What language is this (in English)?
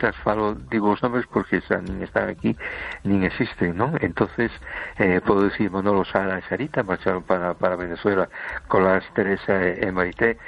Galician